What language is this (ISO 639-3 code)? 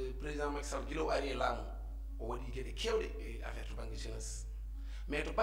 ful